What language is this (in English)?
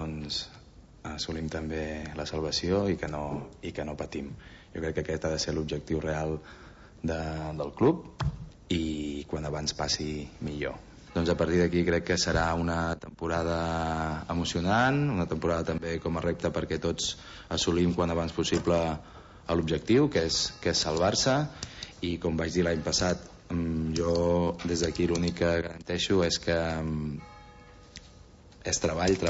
Catalan